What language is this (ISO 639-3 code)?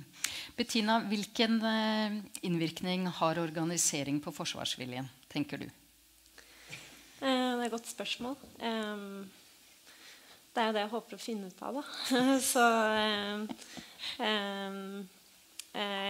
nor